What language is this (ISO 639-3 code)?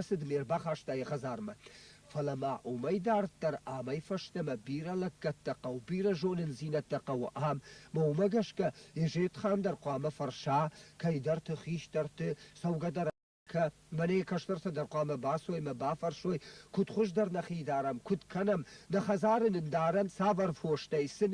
oss